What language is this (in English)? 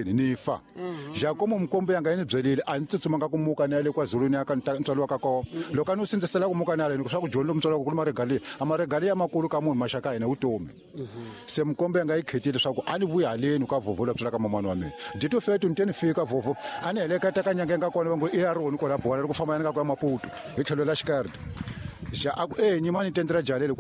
Tsonga